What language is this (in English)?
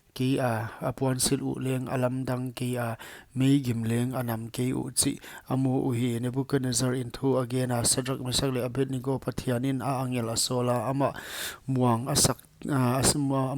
Paite Chin